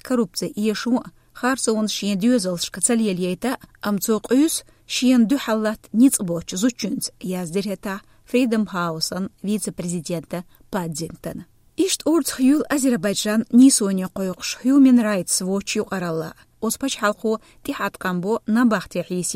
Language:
Chechen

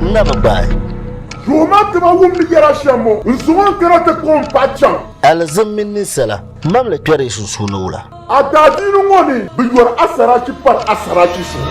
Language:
Dagbani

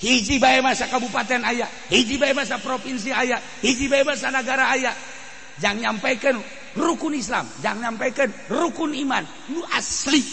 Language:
Sundanese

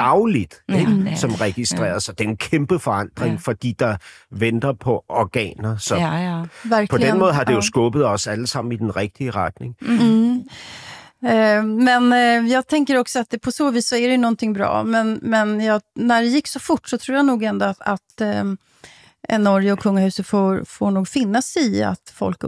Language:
Danish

